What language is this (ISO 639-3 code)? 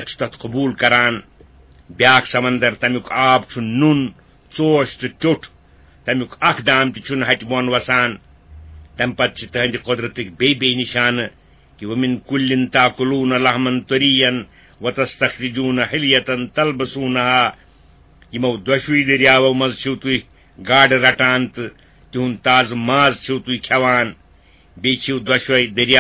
kas